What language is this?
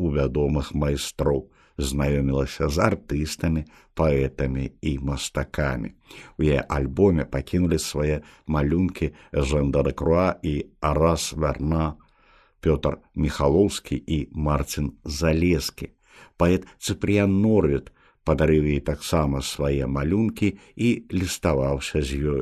Belarusian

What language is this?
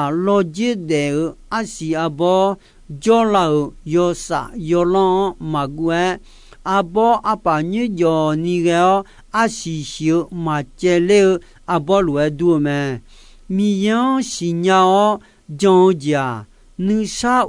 Akha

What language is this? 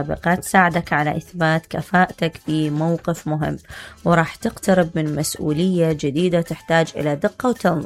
Mesopotamian Arabic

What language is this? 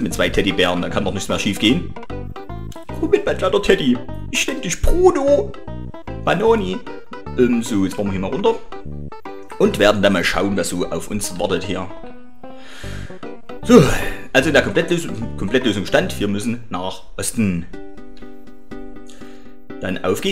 German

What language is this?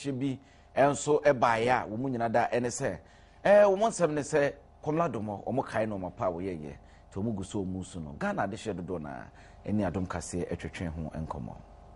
Akan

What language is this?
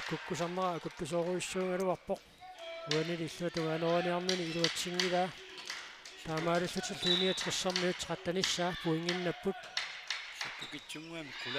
Kalaallisut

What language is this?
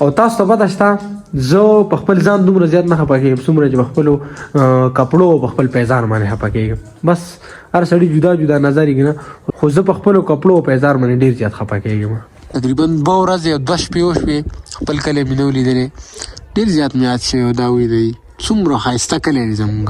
Pashto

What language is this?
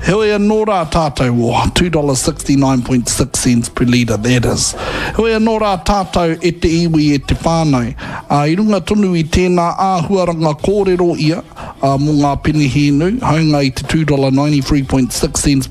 Māori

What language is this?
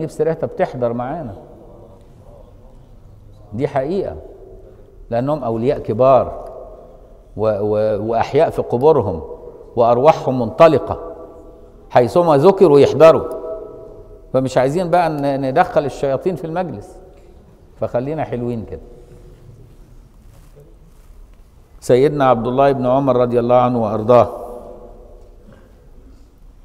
Egyptian Arabic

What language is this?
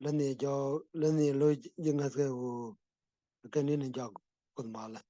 Nuer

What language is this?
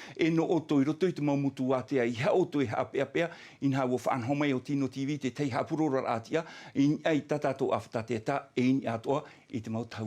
Tahitian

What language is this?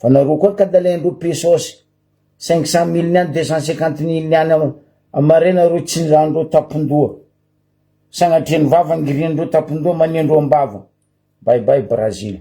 Malagasy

